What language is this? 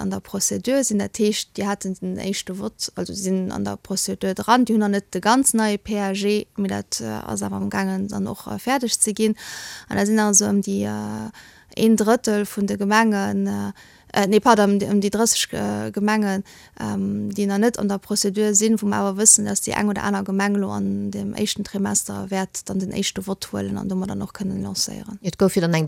Luxembourgish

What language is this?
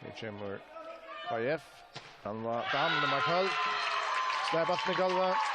Faroese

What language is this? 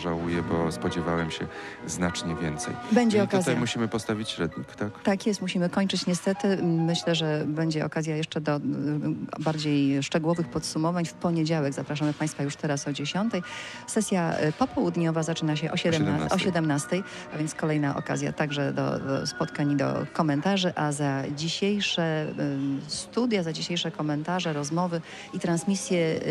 Polish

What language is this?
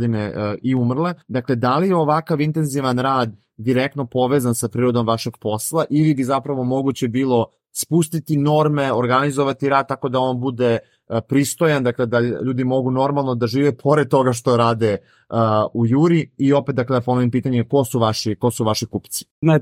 Serbian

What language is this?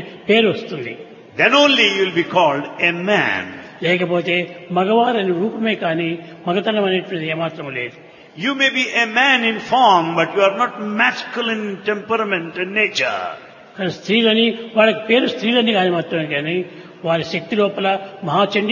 Telugu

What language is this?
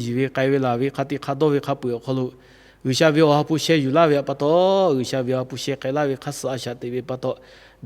Lahu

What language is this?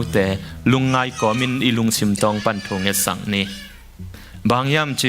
Tedim Chin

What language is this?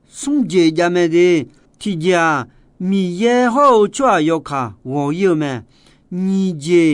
Akha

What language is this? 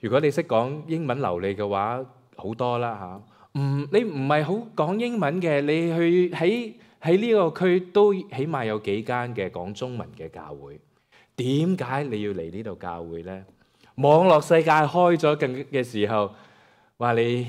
Cantonese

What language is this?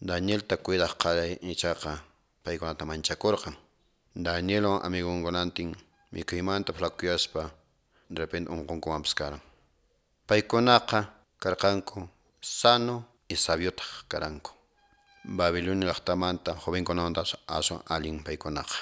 Quechua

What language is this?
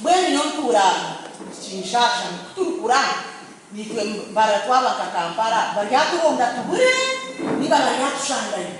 Nyankole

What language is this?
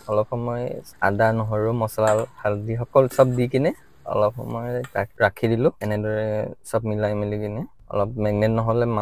Assamese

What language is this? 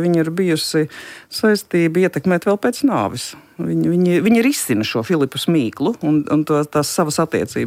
Latvian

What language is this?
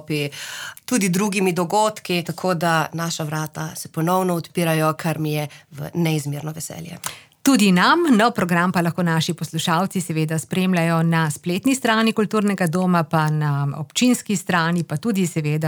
Slovenian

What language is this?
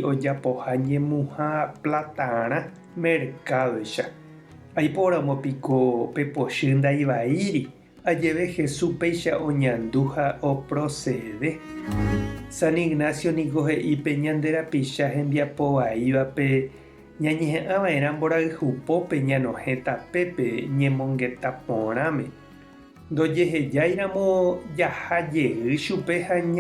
Guarani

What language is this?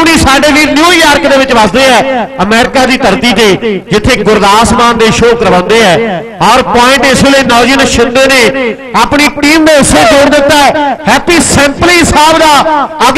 Punjabi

